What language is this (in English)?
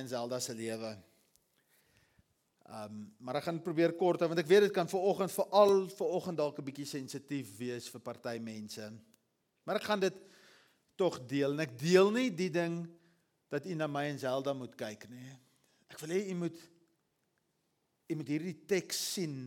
Afrikaans